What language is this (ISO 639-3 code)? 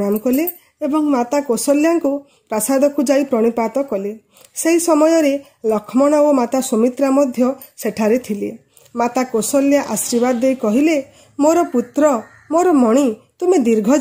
ori